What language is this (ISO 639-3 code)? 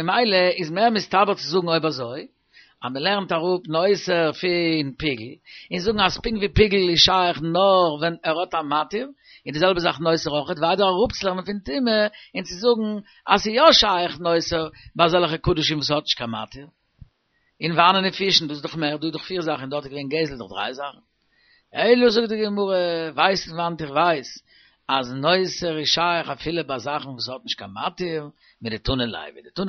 yid